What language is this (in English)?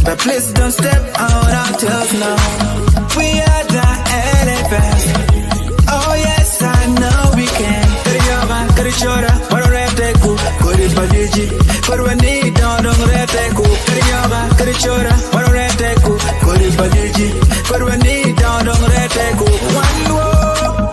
Acoli